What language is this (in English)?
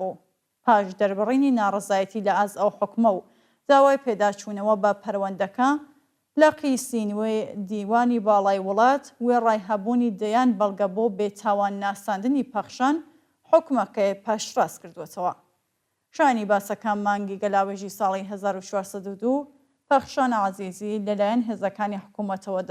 Central Kurdish